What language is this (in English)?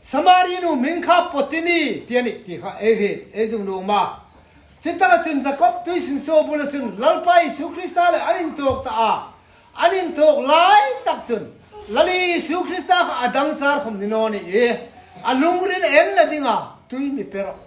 Hmar